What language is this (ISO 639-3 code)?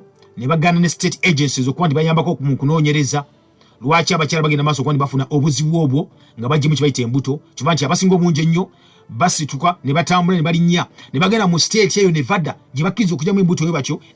lug